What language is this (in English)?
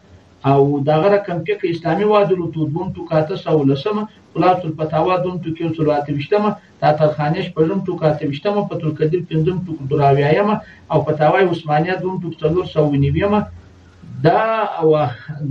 Pashto